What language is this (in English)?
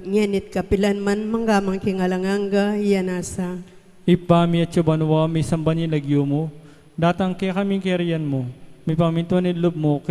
Pampanga